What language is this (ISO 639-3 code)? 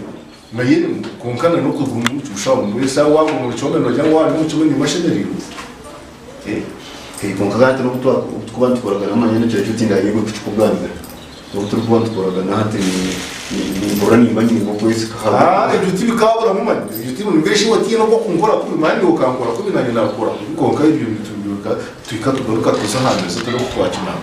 nyn